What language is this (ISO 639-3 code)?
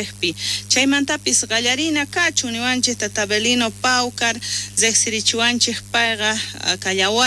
quh